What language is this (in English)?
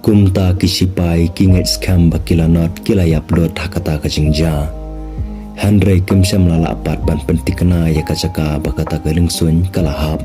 Khasi